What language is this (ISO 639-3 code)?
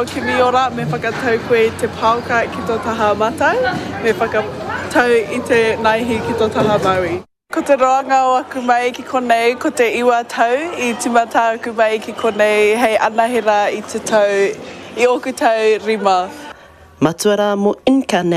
mri